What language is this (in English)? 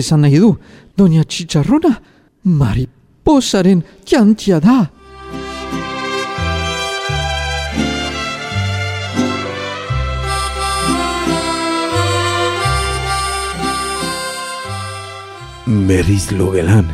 Basque